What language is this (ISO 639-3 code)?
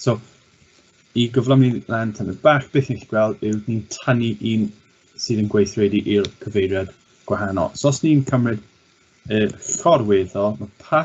cym